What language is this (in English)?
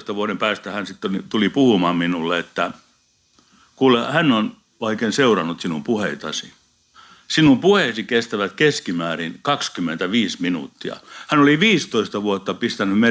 Finnish